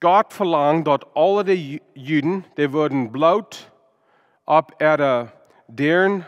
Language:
Plautdietsch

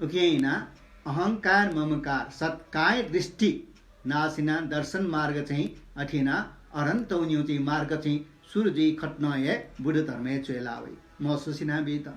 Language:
Newari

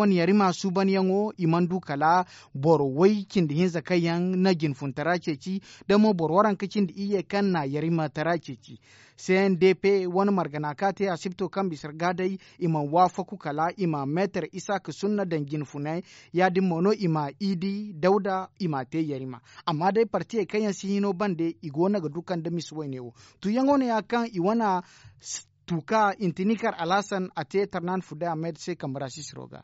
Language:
Zarma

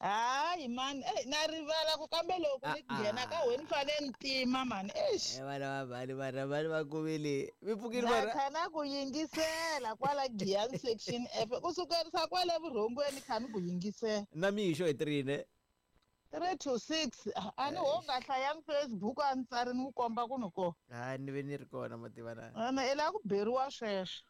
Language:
Tsonga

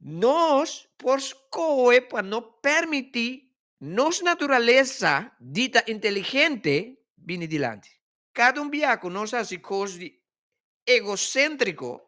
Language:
Papiamento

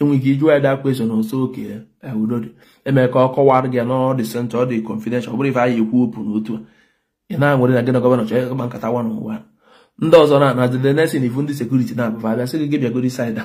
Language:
Igbo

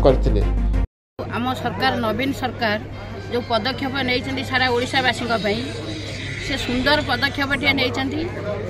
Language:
Odia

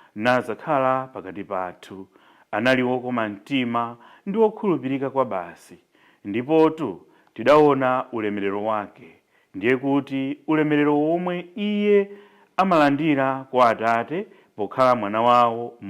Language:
Nyanja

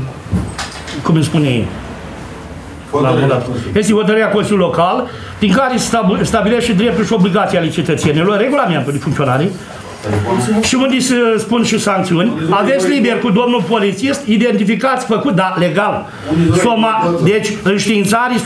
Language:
Romanian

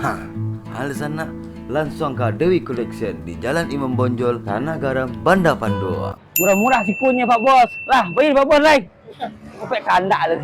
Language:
Minangkabau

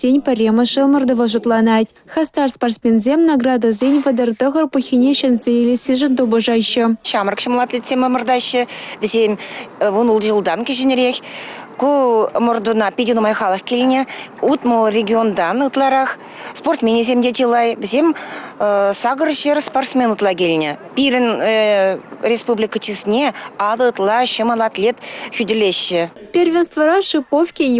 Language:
Chuvash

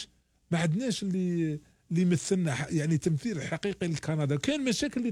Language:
Algerian Arabic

